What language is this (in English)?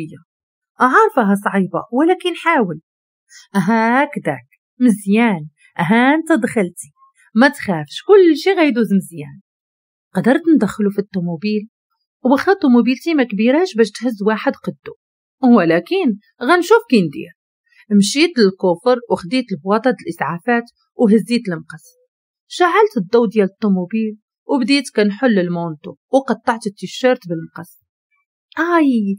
Moroccan Arabic